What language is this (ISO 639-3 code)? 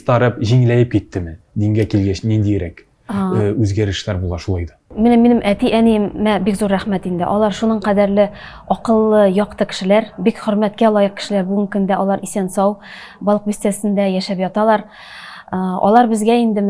tat